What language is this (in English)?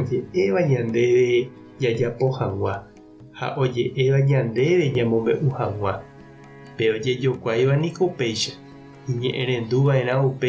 Guarani